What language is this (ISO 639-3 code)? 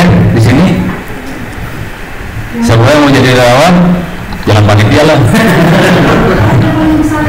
ind